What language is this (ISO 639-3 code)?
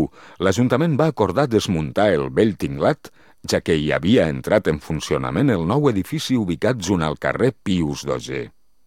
cat